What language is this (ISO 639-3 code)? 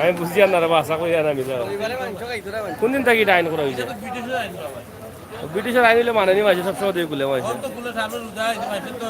syl